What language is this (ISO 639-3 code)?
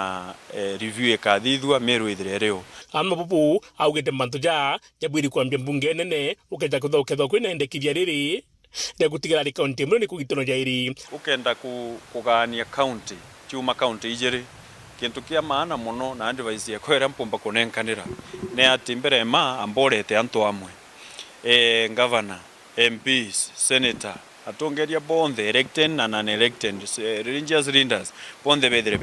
mer